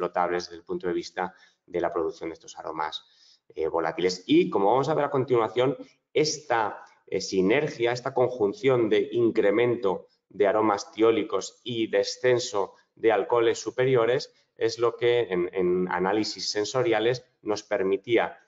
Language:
Spanish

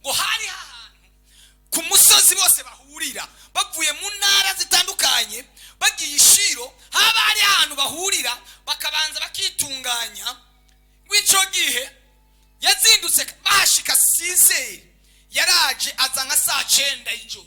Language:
Rundi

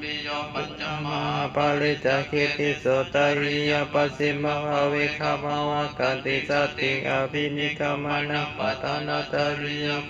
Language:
Pali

